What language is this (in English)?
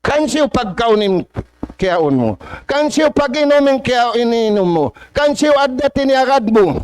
Tausug